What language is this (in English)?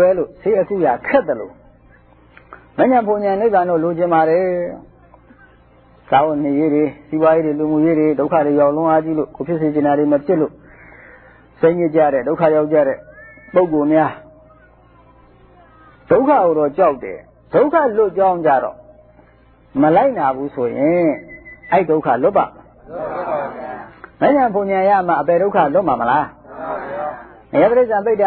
Burmese